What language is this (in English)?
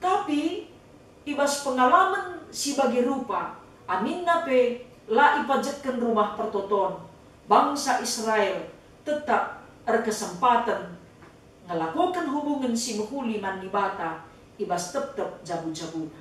Batak Karo